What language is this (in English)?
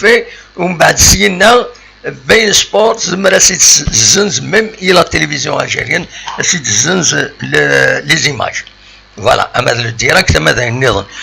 Kabyle